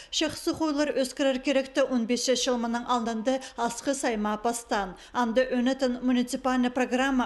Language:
Khakas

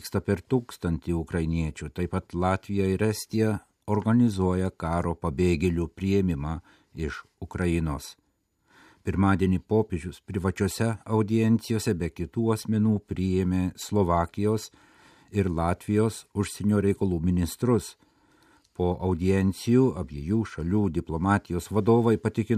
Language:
Lithuanian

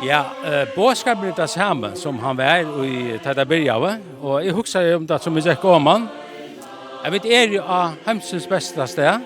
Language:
Faroese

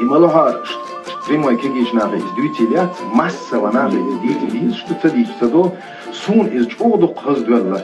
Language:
Chechen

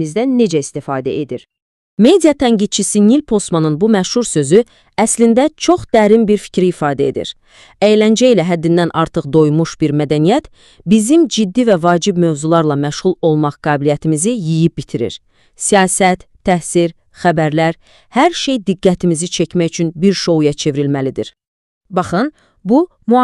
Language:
Azerbaijani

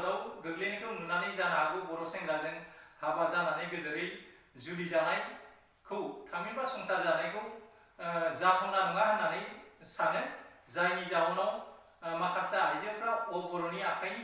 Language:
Bodo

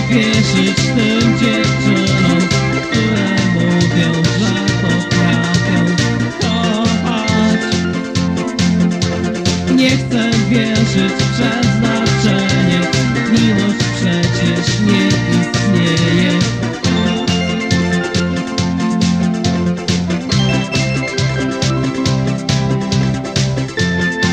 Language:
Polish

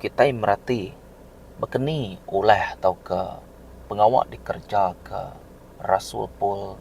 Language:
Iban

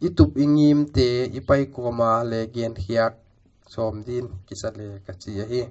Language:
Paite Chin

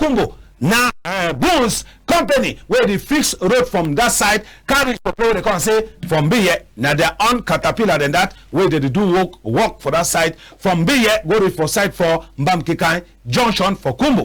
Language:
Cameroon Pidgin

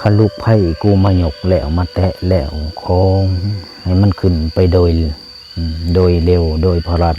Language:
Lao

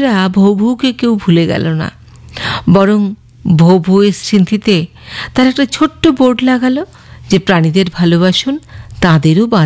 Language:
Bangla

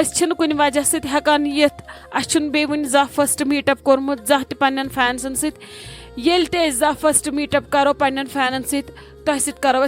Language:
Kashmiri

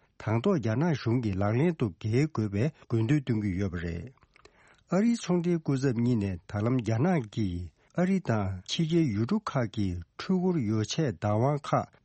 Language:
Tibetan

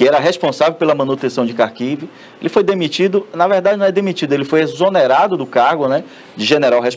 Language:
Portuguese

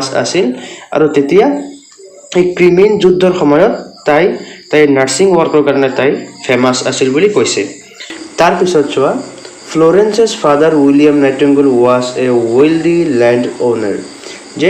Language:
Assamese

